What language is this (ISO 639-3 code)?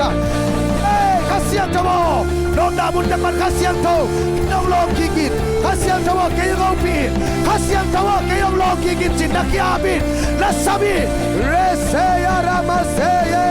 ctd